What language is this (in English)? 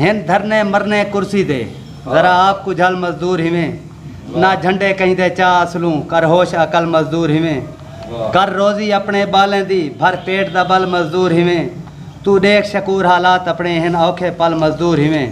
Saraiki